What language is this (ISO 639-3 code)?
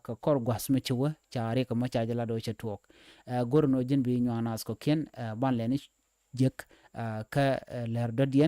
nus